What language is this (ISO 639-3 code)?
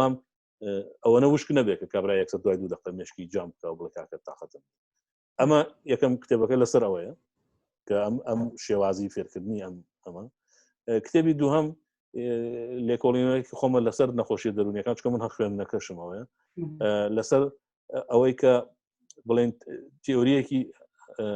ckb